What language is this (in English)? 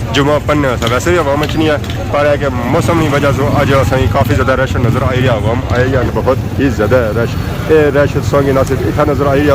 Pahari-Potwari